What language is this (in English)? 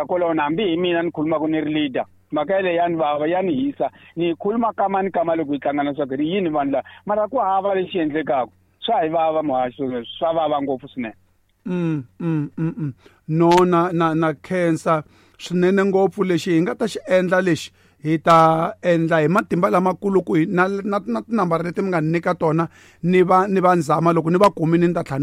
Tsonga